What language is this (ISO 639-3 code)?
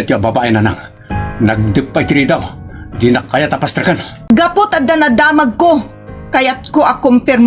ilo